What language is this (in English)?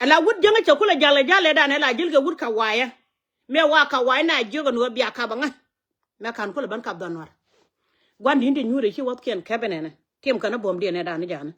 Nuer